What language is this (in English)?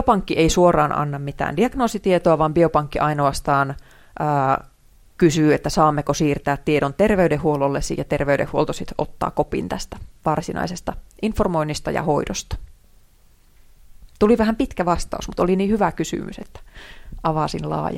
Finnish